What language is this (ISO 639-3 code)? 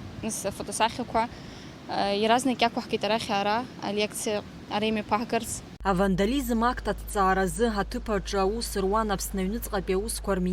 abk